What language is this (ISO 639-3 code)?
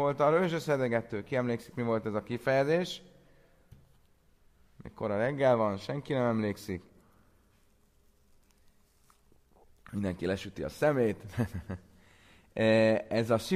hun